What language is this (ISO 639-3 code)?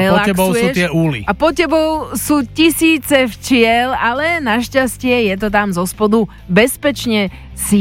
slk